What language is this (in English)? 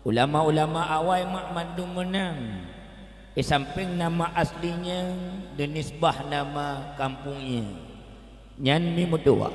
Achinese